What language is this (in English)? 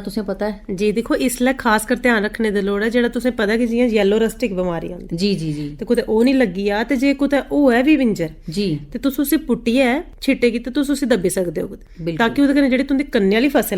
Dogri